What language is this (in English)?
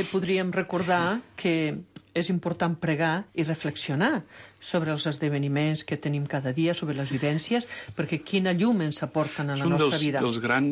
Catalan